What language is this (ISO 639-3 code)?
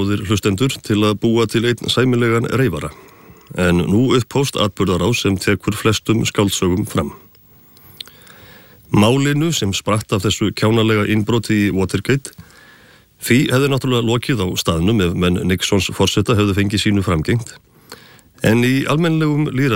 isl